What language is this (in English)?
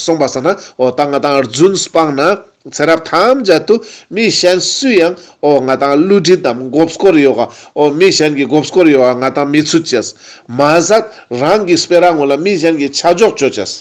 Ladakhi